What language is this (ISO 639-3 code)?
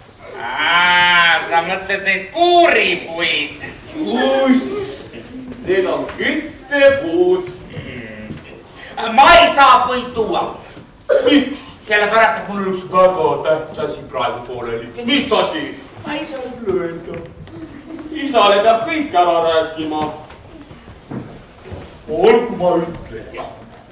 est